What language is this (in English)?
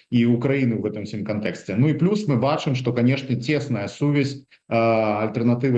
Belarusian